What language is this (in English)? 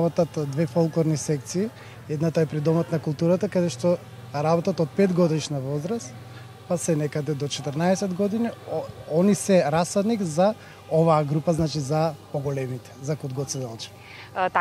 Macedonian